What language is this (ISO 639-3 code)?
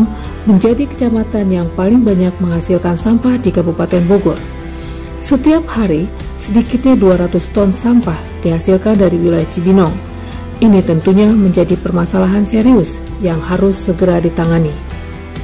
ind